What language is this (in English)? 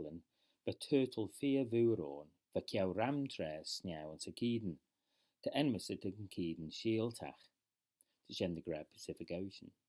Manx